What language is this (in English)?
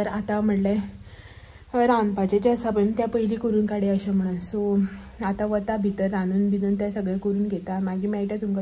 Konkani